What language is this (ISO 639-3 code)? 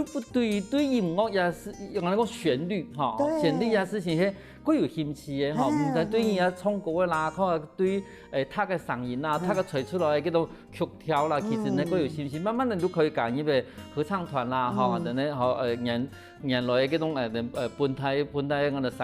hak